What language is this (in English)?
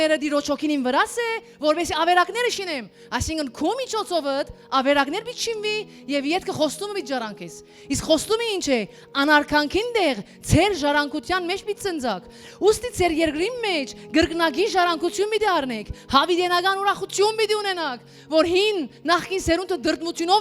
Western Armenian